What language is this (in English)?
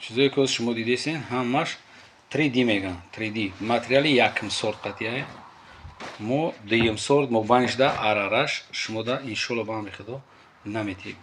Tajik